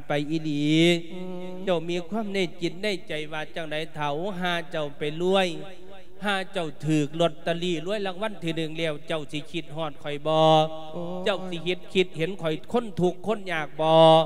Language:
Lao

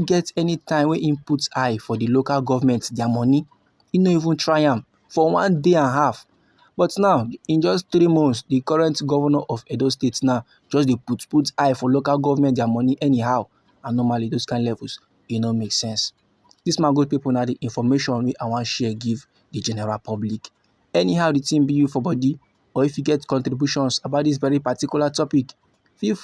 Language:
Nigerian Pidgin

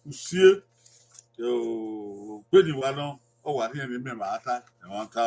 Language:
Bini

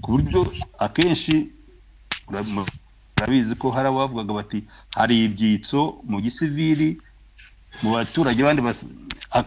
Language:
Kinyarwanda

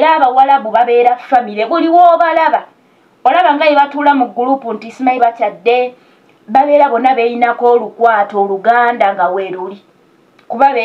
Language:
Ganda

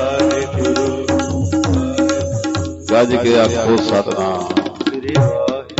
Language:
Punjabi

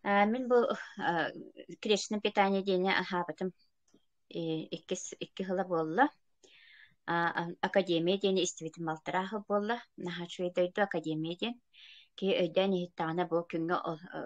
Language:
Yakut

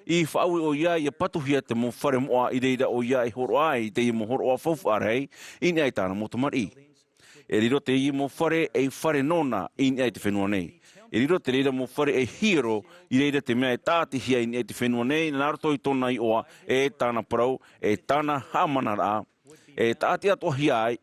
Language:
Tahitian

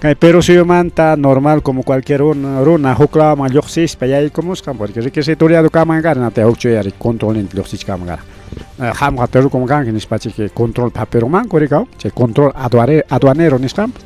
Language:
Ayacucho Quechua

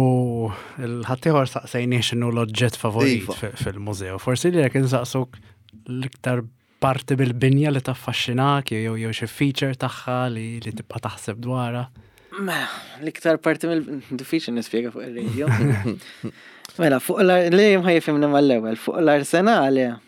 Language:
Maltese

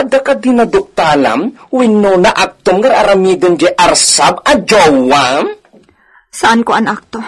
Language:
Iloko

